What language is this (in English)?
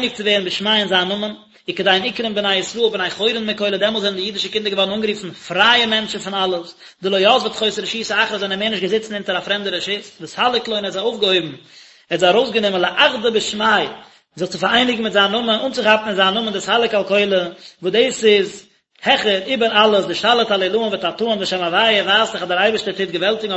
Yiddish